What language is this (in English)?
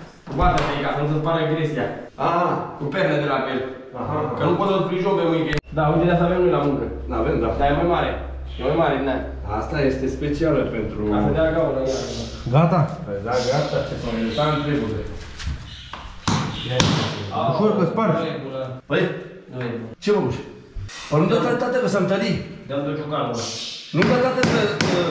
Romanian